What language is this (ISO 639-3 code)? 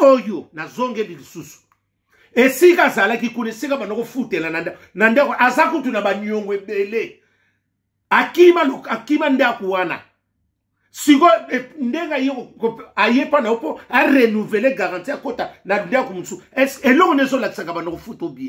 lin